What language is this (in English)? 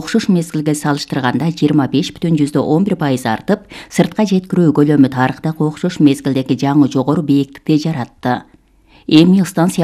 Kyrgyz